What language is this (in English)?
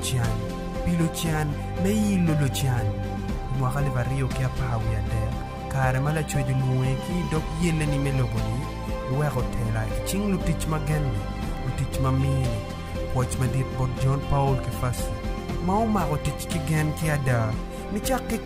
Acoli